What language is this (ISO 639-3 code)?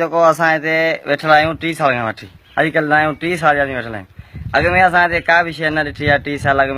snd